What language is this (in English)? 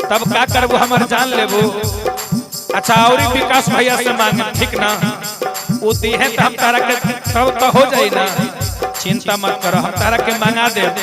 Magahi